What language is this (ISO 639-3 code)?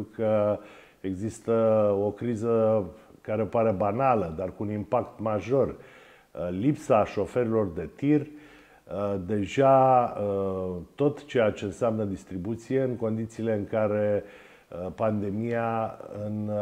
ron